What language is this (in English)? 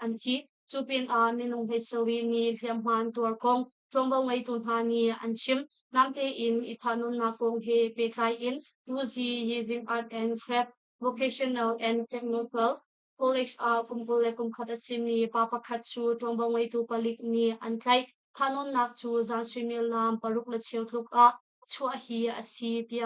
Hakha Chin